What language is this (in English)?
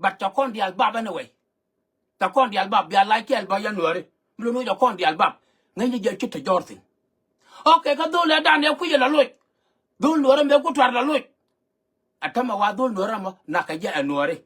Nuer